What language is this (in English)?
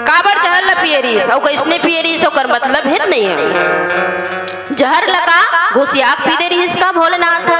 Chhattisgarhi